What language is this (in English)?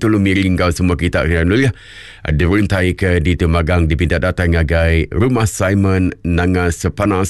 Iban